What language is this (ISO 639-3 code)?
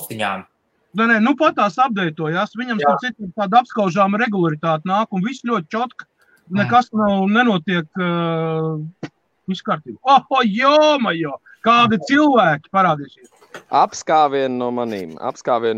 lav